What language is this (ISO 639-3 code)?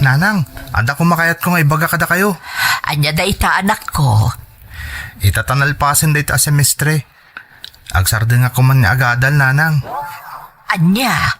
ilo